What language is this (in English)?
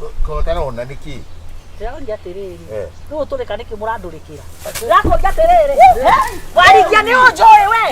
Kikuyu